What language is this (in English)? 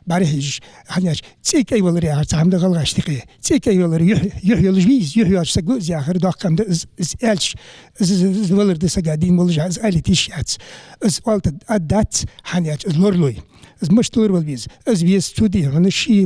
Ingush